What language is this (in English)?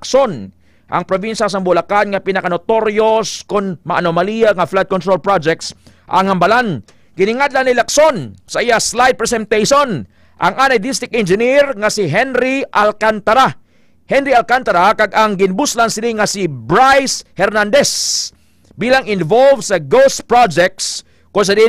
Hiligaynon